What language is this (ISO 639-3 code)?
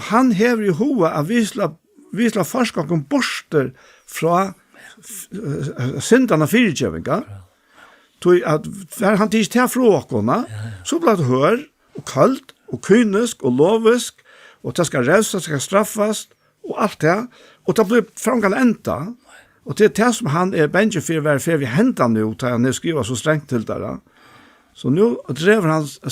fao